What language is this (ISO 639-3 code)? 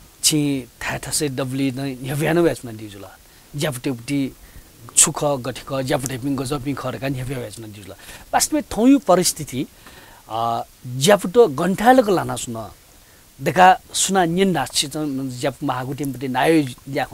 new